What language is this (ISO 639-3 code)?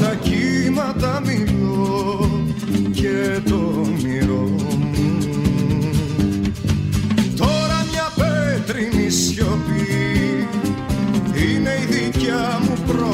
ell